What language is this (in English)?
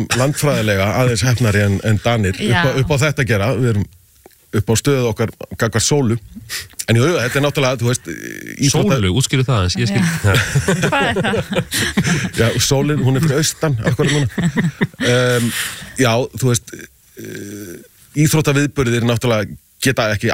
Icelandic